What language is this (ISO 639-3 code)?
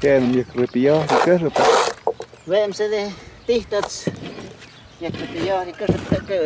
mto